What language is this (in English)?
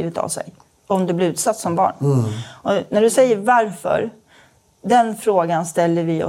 Swedish